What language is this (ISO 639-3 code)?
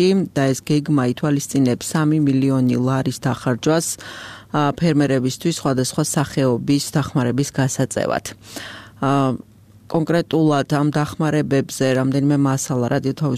kat